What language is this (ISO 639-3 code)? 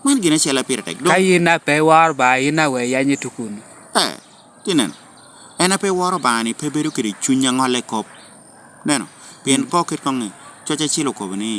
laj